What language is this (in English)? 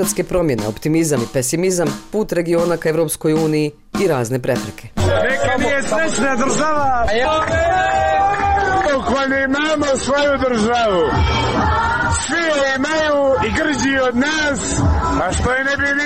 Bosnian